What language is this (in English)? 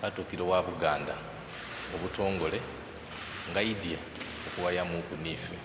Soga